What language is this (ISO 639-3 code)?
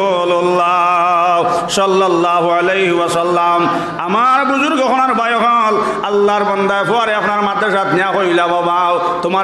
syl